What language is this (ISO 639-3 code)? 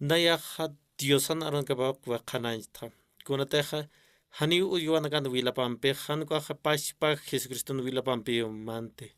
aym